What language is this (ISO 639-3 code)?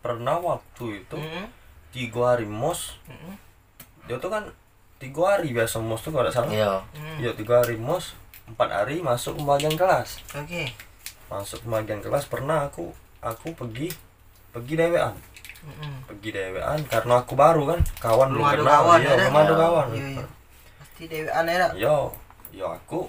mui